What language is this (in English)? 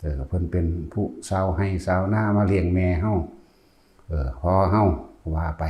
Northeastern Thai